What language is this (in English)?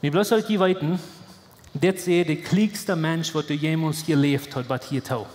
Plautdietsch